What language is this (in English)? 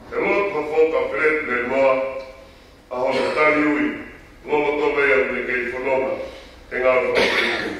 Tongan